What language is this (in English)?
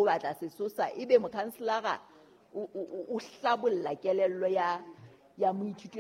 Southern Sotho